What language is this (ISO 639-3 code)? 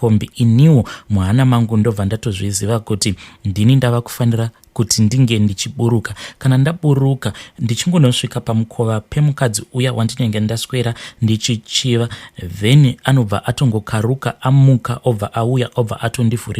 sna